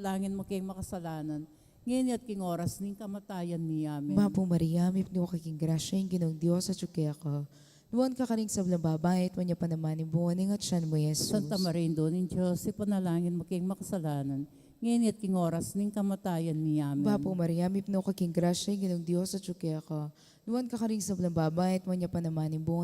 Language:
Pampanga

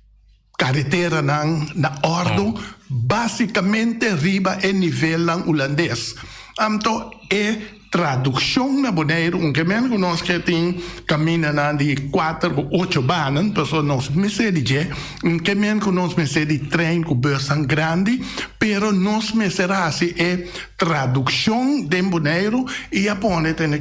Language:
Papiamento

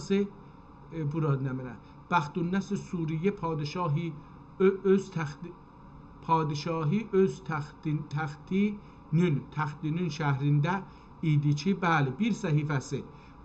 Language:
South Azerbaijani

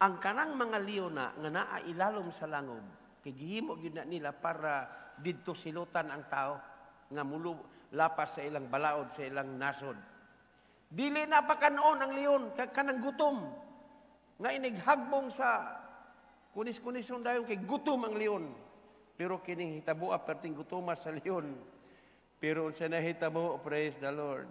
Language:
Cebuano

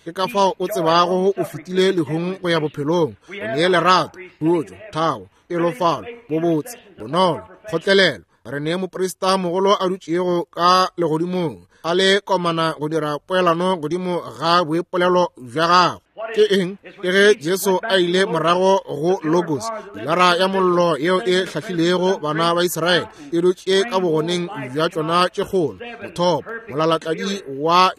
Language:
Northern Sotho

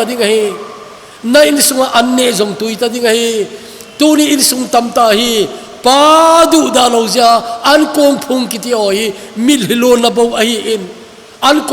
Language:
Thado Chin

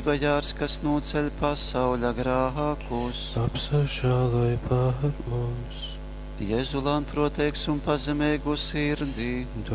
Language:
Latgalian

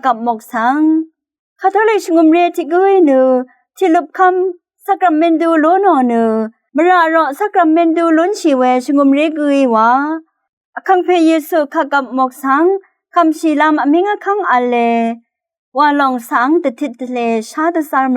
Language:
Rawang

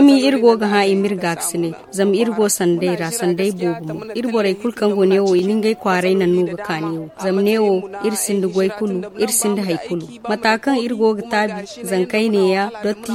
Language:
Zarma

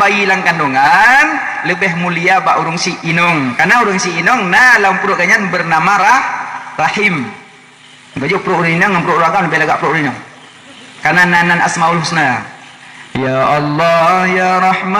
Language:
Achinese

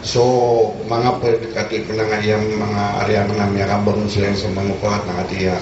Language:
Maranao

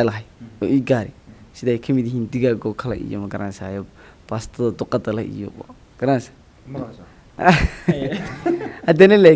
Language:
Somali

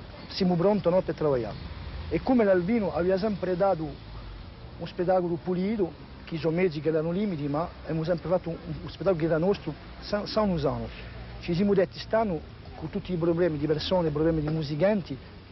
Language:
Corsican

